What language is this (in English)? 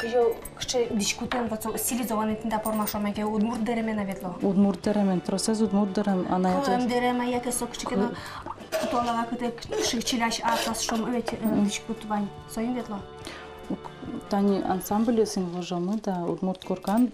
Udmurt